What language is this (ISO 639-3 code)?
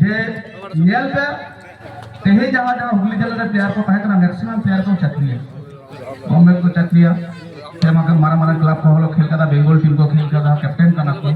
sat